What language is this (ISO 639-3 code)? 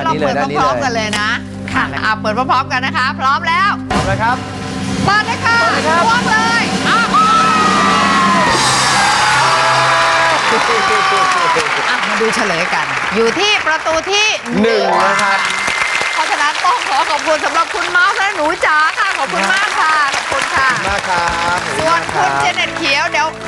tha